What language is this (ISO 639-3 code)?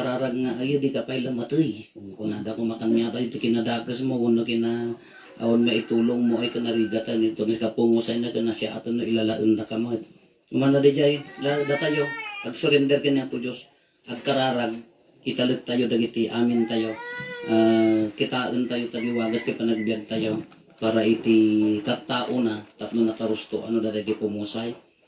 ilo